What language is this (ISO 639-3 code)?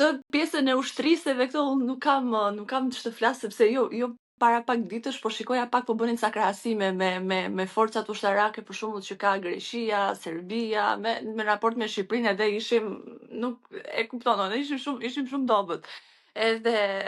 sqi